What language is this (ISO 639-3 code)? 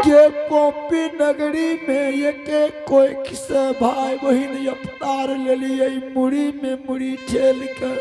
anp